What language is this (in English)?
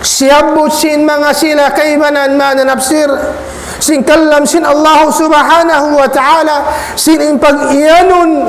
Tausug